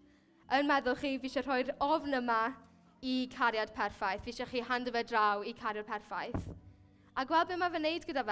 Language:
Welsh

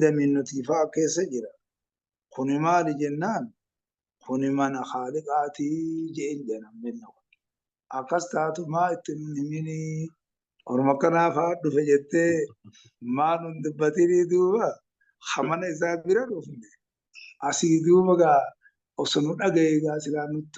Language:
Oromo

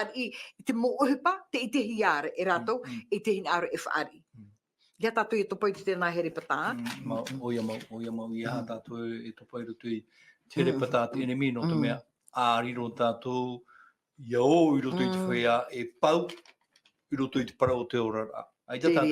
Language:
Tahitian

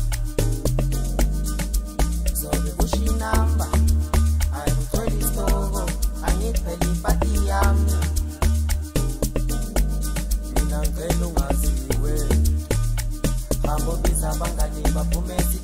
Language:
Zulu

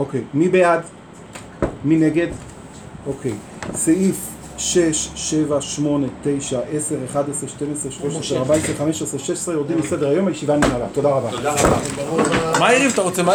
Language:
Hebrew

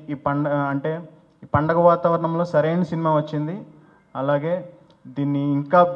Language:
Telugu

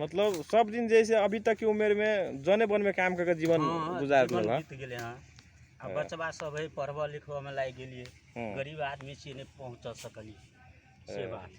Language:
Magahi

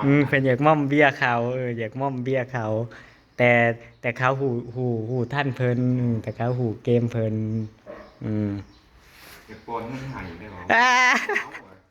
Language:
Northeastern Thai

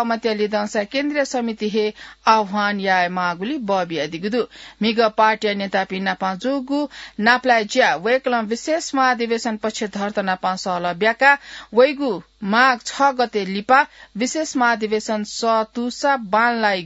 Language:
Newari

